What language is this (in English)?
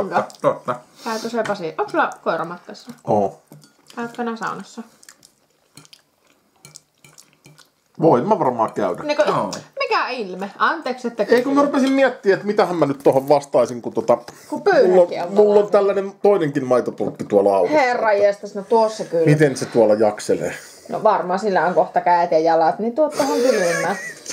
Finnish